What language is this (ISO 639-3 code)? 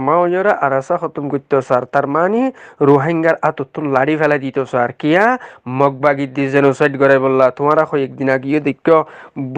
rhg